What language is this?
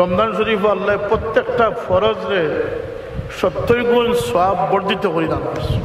Sylheti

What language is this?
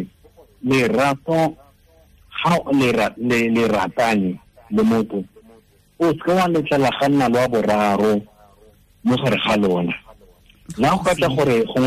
Tswana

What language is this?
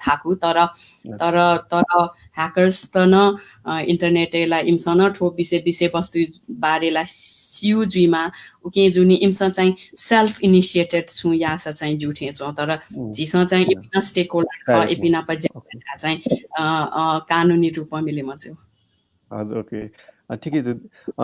Newari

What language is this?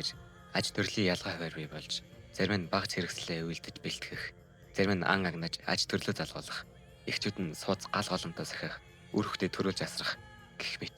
Mongolian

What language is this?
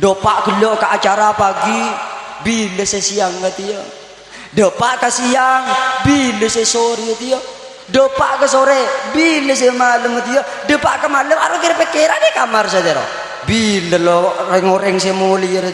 Madurese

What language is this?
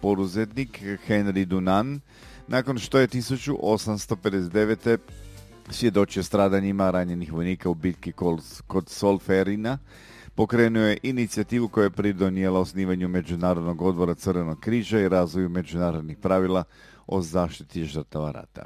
Croatian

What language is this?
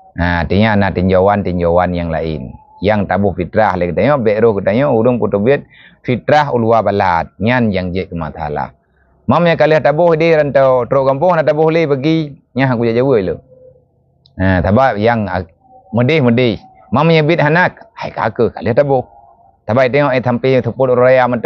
Achinese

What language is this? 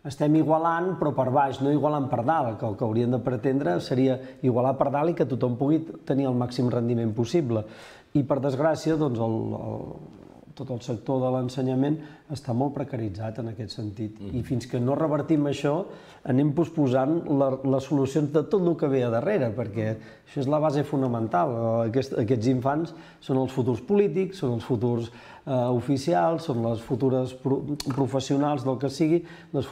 Catalan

